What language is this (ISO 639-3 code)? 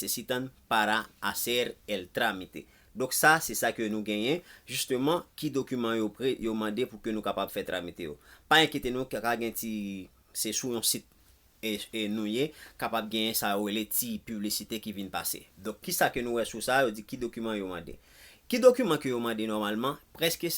hat